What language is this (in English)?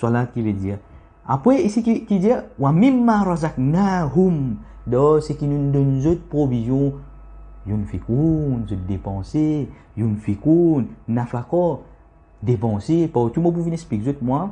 Morisyen